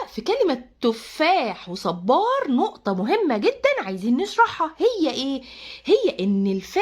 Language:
Egyptian Arabic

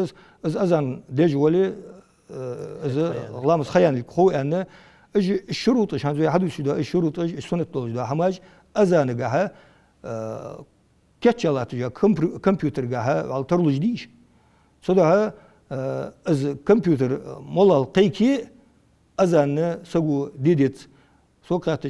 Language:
Ingush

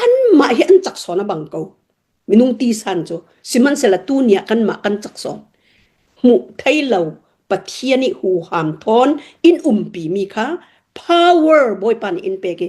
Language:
Hakha Chin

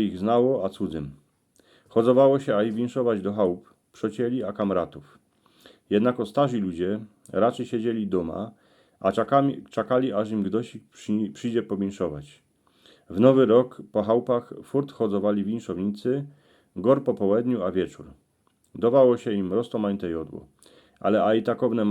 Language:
Silesian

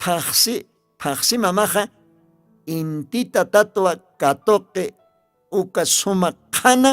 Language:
Aymara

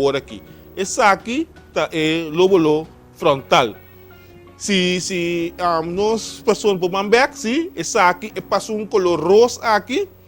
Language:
Papiamento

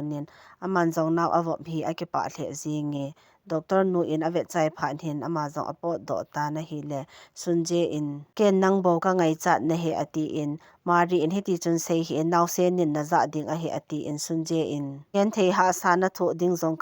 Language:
Thado Chin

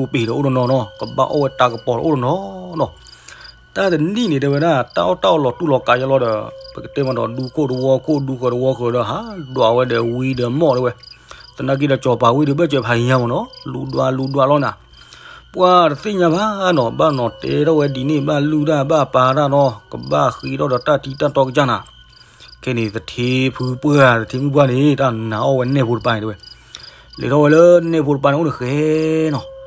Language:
S'gaw Karen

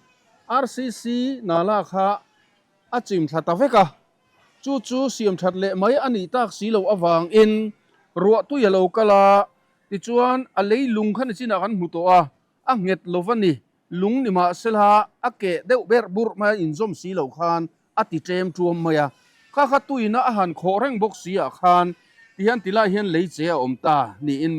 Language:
Mizo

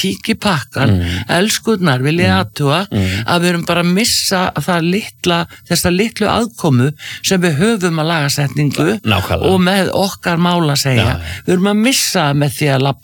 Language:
Icelandic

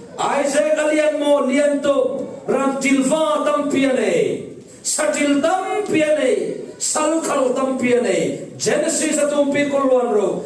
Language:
Falam Chin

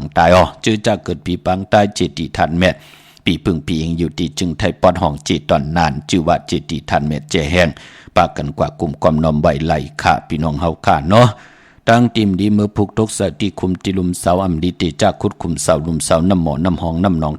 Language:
Shan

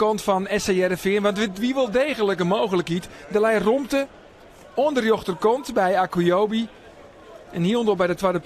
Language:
Western Frisian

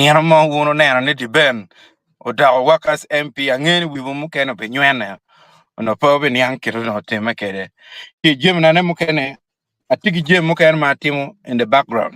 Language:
Acoli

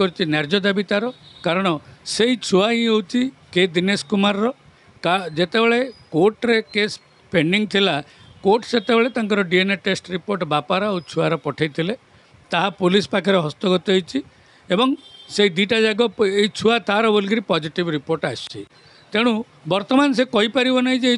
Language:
Odia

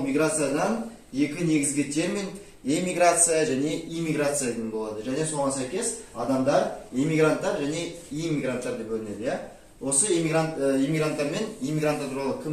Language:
Kazakh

